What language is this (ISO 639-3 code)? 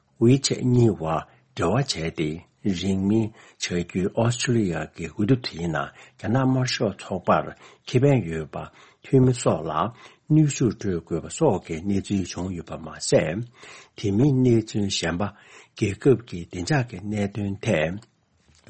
bod